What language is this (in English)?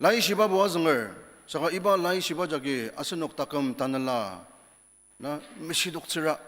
Ao Naga